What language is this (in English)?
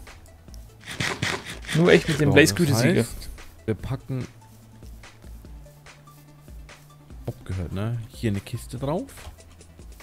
German